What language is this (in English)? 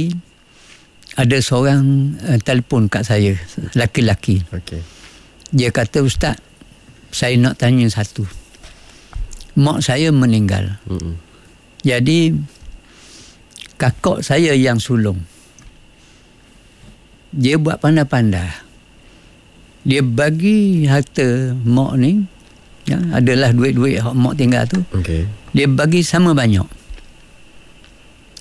Malay